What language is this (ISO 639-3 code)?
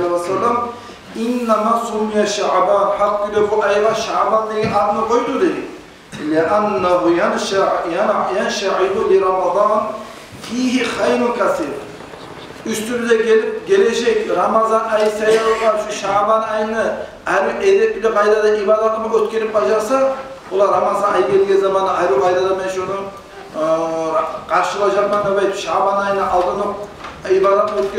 kum